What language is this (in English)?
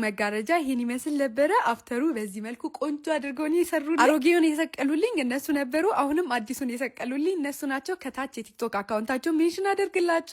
Amharic